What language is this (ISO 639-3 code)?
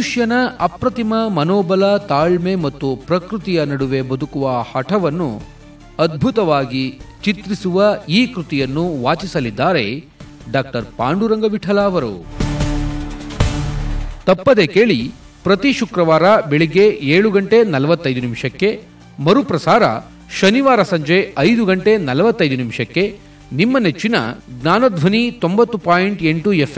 kan